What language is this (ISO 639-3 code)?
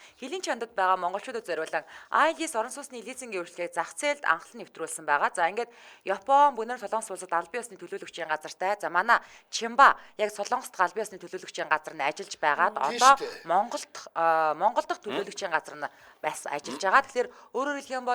mon